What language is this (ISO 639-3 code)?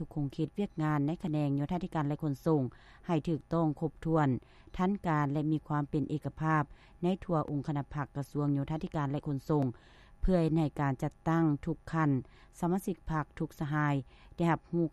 lao